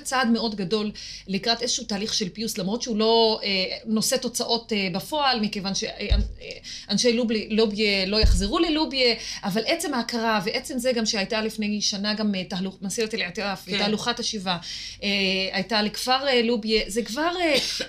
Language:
Hebrew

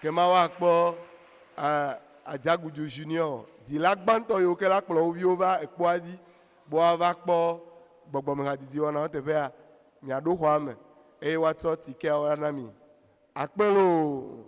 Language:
Ewe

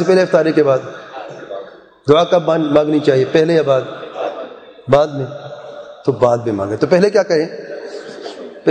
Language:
Urdu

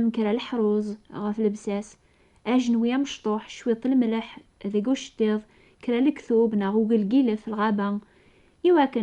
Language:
Kabyle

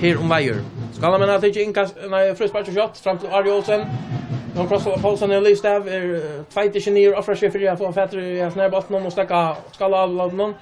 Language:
Faroese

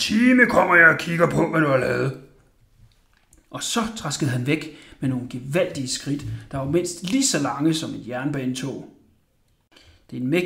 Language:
Danish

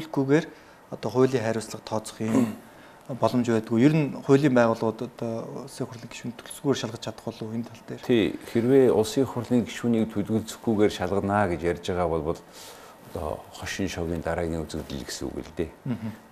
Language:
Mongolian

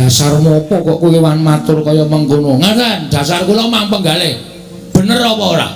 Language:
Javanese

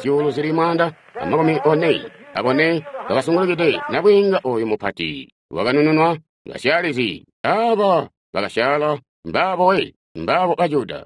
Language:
Tonga (Zambia)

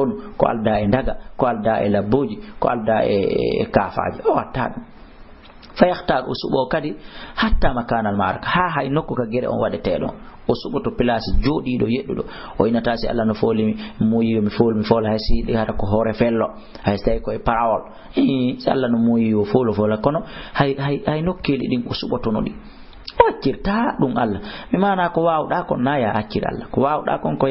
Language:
Fula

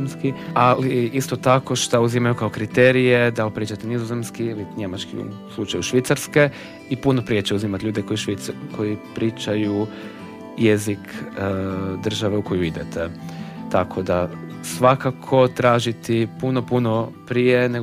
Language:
Croatian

